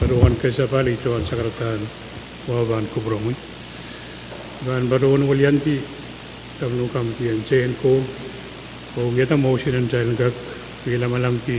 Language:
Pohnpeian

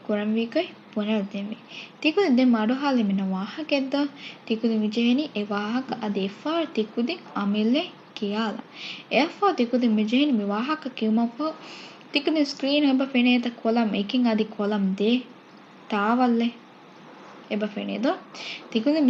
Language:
Divehi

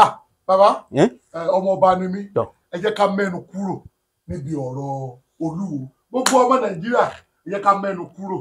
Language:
Yoruba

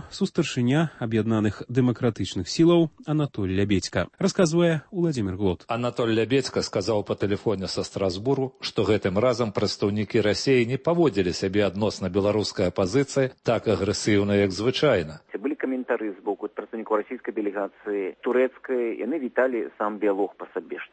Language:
Belarusian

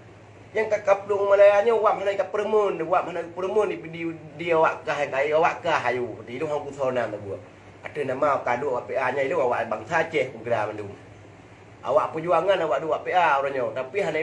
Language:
Achinese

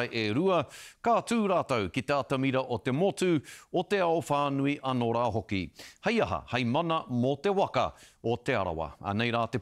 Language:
Māori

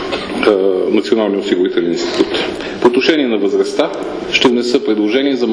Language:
Bulgarian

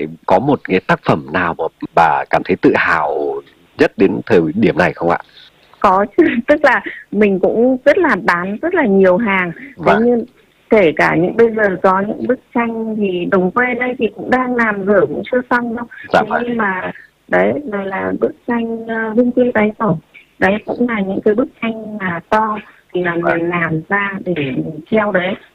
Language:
Vietnamese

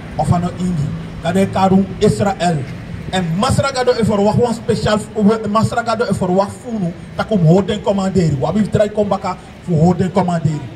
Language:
Sranan Tongo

